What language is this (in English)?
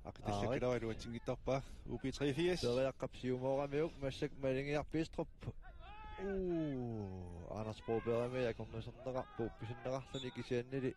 Kalaallisut